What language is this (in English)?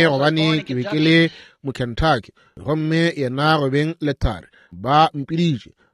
Northern Sotho